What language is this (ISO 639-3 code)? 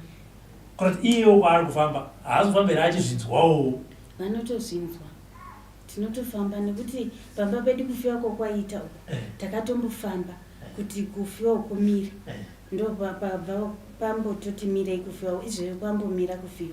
sna